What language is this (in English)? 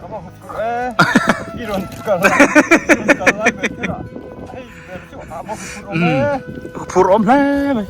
Biete